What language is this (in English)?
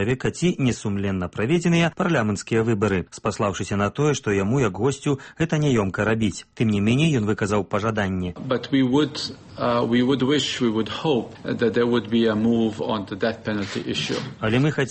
Belarusian